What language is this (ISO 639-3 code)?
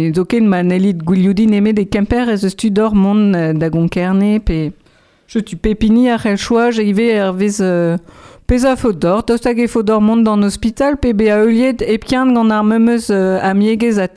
bre